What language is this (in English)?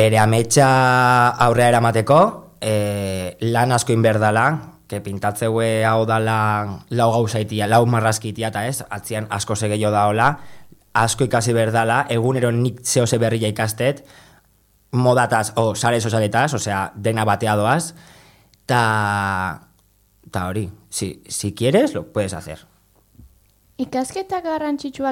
Basque